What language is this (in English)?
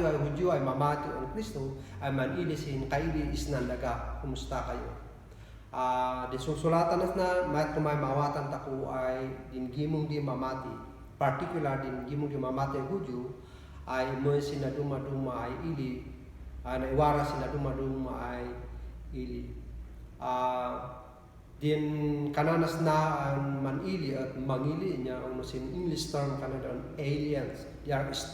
Kankanaey